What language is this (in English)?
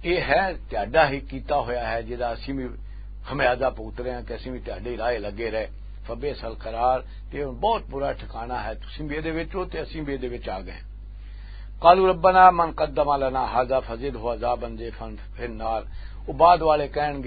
Western Panjabi